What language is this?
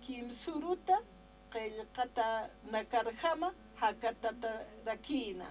Aymara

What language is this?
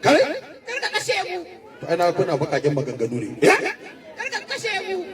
Hausa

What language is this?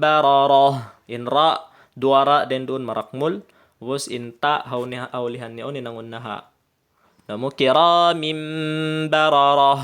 Tausug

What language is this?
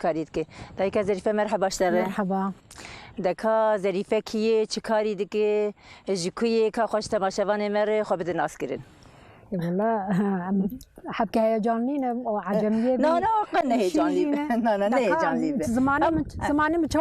Kurdish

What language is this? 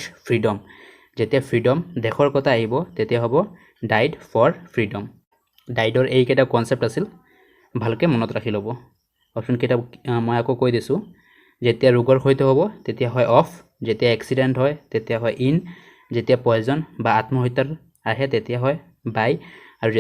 Assamese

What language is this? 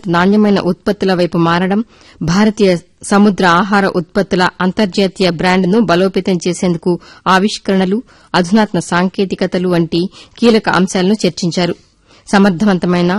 Telugu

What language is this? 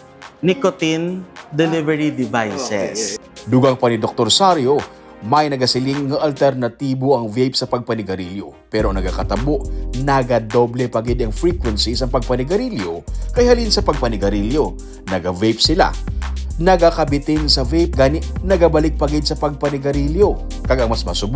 Hiligaynon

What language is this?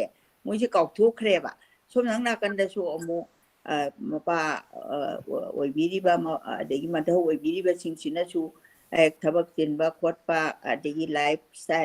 Manipuri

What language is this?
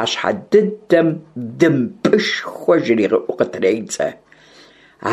Kabardian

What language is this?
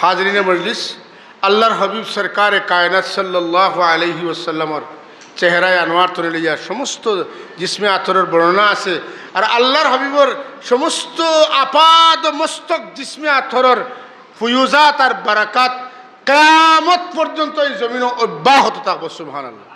Sylheti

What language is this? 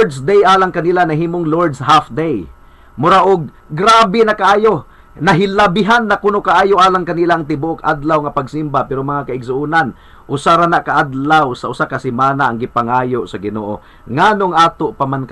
Cebuano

